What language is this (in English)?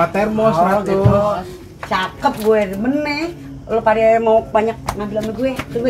Betawi